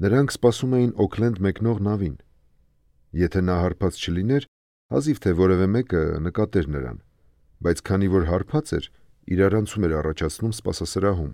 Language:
Armenian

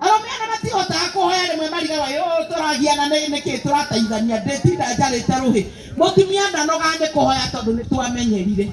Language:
Kikuyu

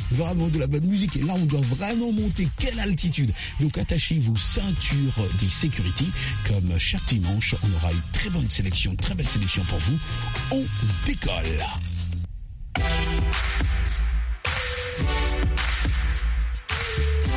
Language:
French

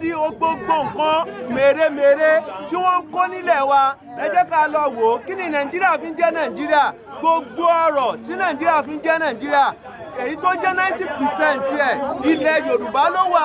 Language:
Yoruba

